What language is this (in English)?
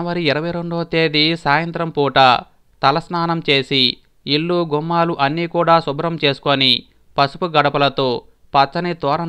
Telugu